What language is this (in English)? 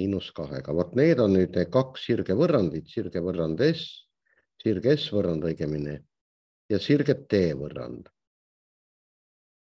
Estonian